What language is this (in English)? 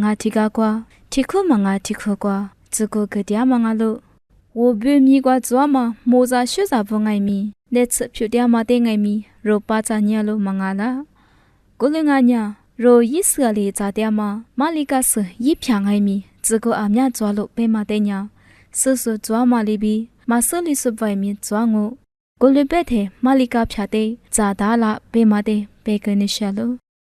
Lisu